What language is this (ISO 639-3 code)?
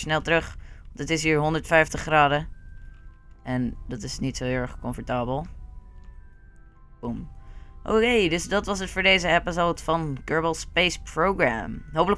nld